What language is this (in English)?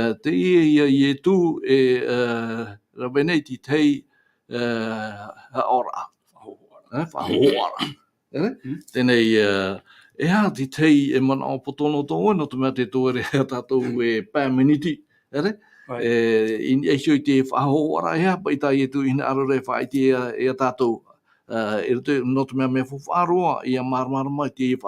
Tahitian